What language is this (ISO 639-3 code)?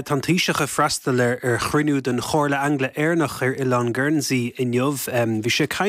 gle